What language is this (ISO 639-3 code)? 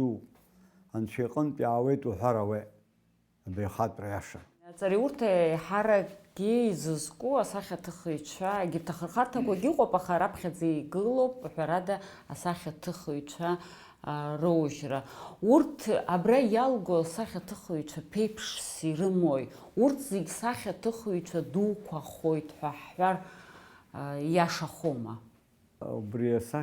abk